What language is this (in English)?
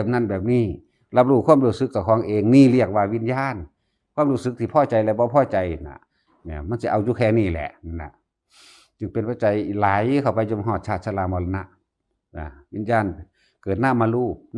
Northeastern Thai